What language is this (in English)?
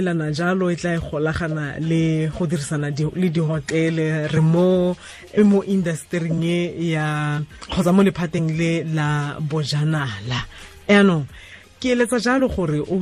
Tswana